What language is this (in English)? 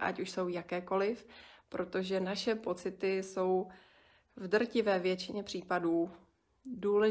Czech